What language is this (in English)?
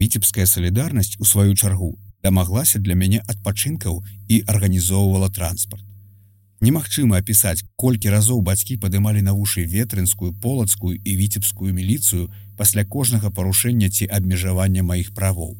Belarusian